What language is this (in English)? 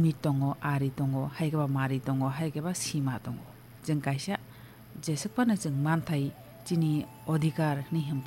Kok Borok